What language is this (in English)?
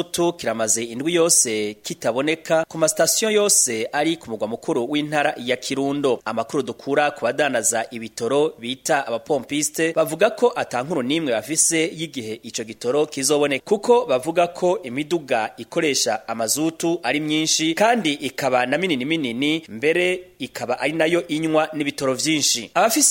Rundi